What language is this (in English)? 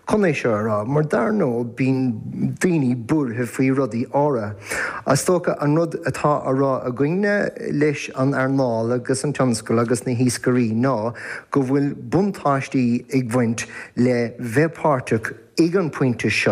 Irish